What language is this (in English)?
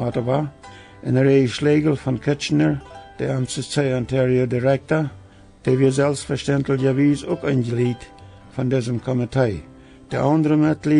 Plautdietsch